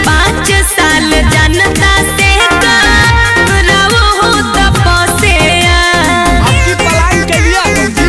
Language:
Magahi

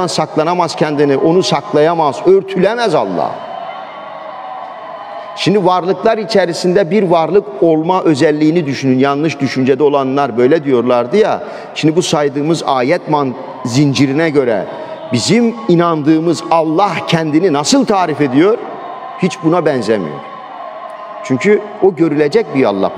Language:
Turkish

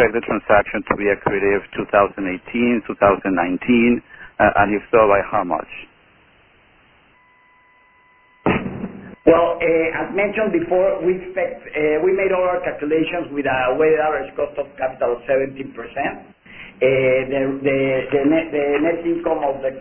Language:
English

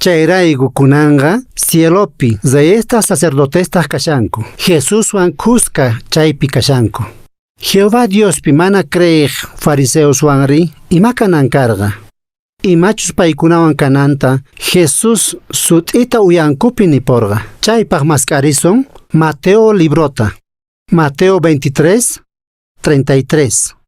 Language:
Quechua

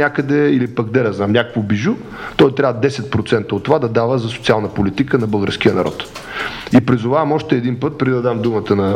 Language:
Bulgarian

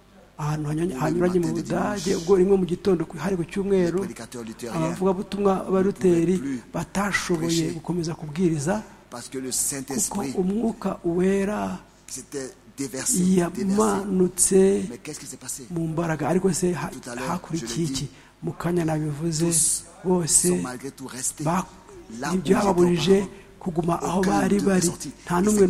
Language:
Kinyarwanda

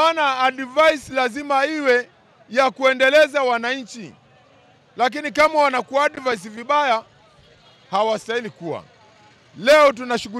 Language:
Swahili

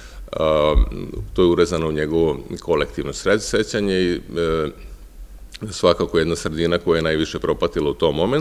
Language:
Serbian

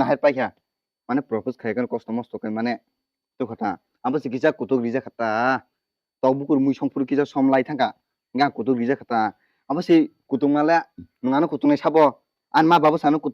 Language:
Kok Borok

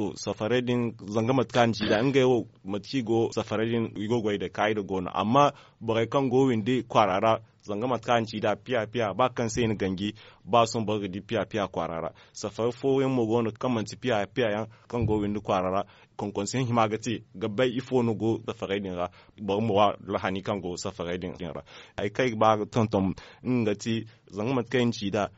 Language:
Zarma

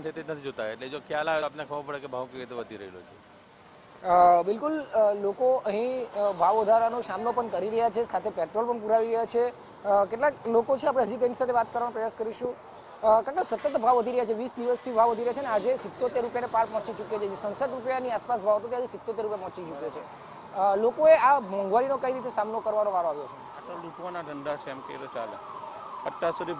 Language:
Gujarati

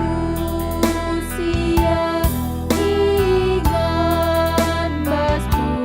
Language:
Batak Karo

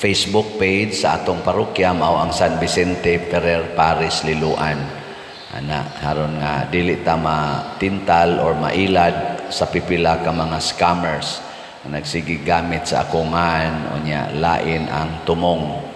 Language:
Cebuano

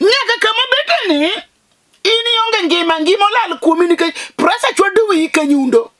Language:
Luo (Kenya and Tanzania)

